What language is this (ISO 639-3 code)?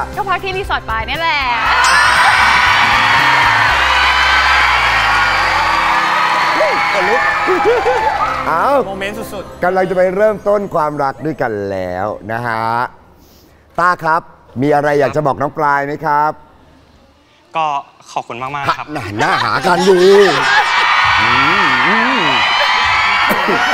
tha